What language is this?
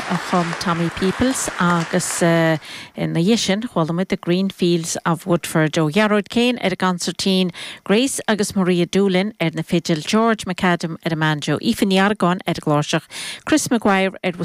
Irish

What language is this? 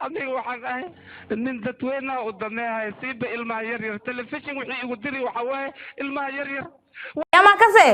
Somali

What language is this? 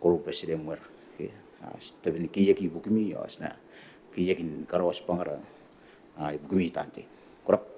Gilbertese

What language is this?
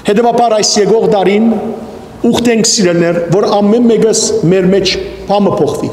Western Armenian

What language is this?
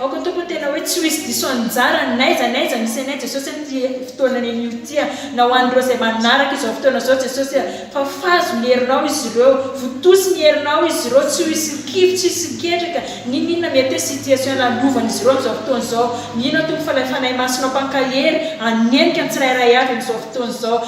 Malagasy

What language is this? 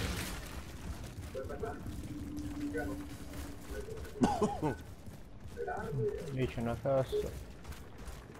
Italian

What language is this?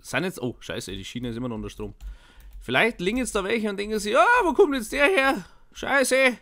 Bavarian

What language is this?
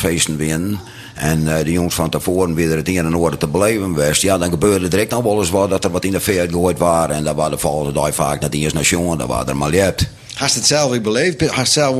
Western Frisian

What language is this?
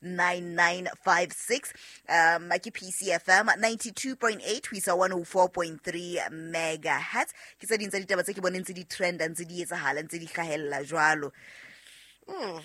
Southern Sotho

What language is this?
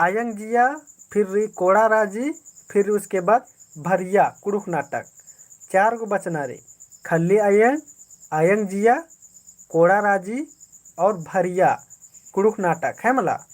Kurukh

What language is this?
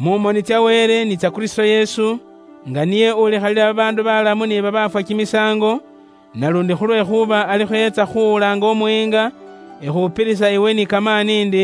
Luyia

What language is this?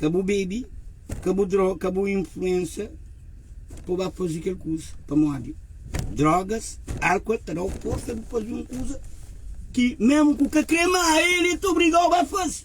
Kabuverdianu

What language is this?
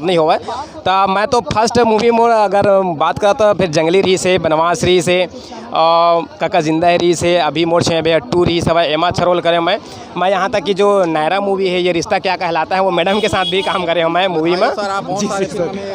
Chhattisgarhi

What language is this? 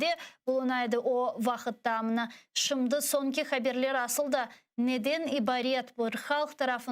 Crimean Tatar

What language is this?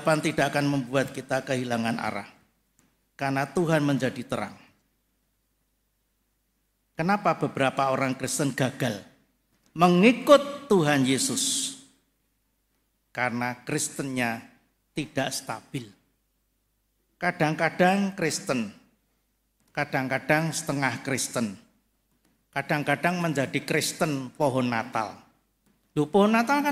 Indonesian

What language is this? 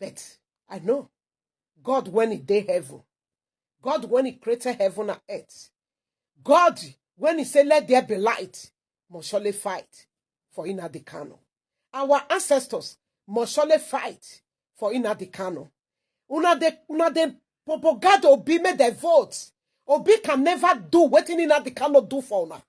Nigerian Pidgin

